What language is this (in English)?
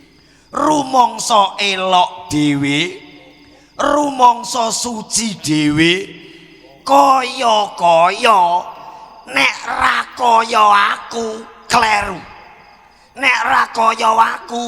Javanese